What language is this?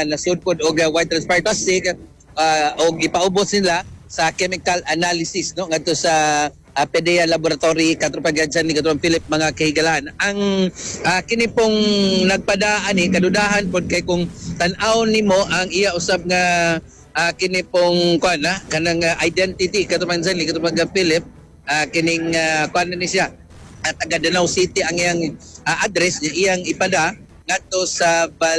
Cebuano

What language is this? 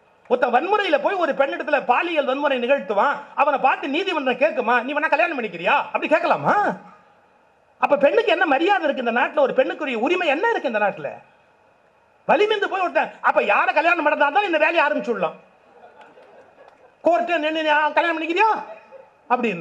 Tamil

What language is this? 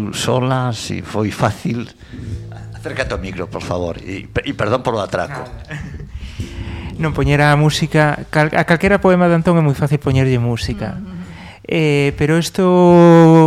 Galician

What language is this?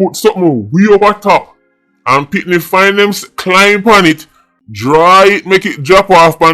Jamaican Creole English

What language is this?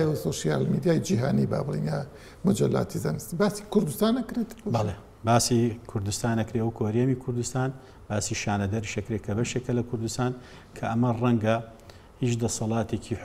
Central Kurdish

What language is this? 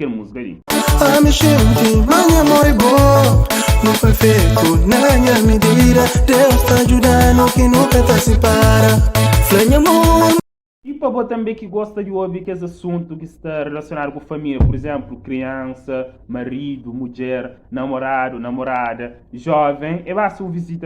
Kabuverdianu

